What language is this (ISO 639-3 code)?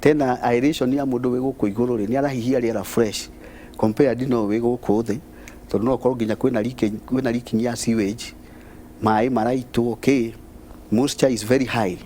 kik